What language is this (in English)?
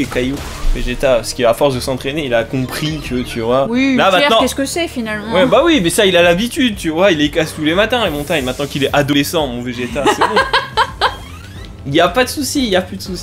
French